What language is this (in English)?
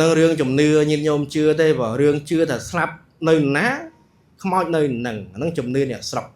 Khmer